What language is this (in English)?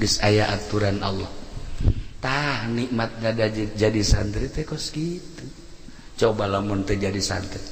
Sundanese